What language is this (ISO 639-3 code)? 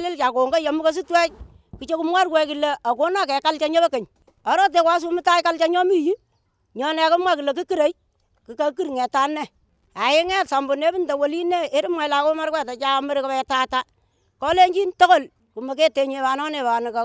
kln